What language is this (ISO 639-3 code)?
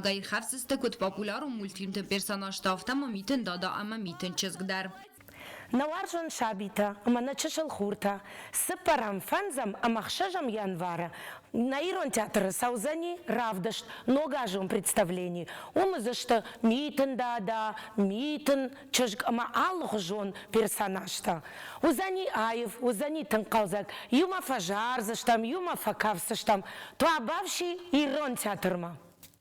oss